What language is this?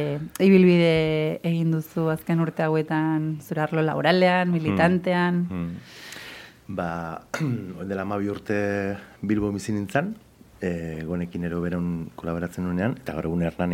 Basque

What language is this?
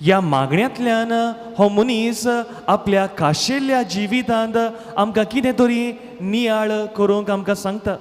Konkani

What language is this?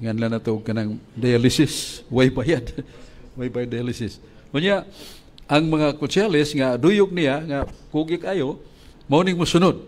Cebuano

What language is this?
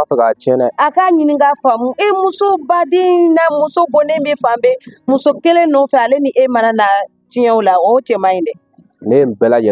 Bambara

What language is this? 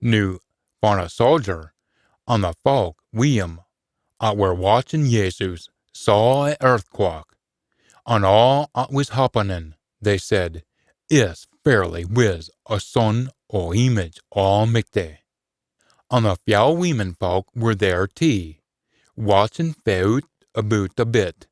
Scots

